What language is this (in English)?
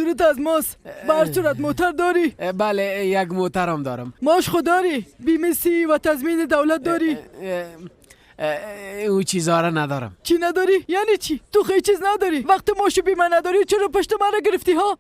Persian